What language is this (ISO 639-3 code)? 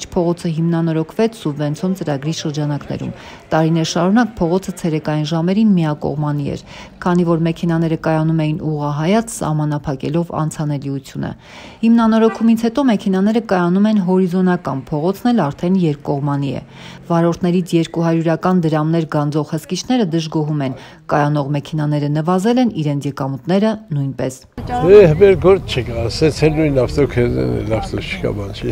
hye